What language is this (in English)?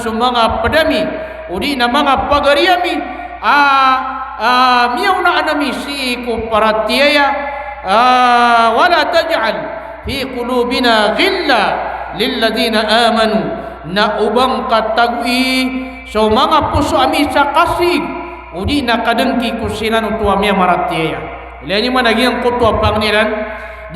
Maranao